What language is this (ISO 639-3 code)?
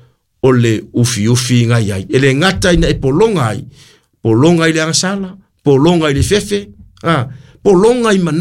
smo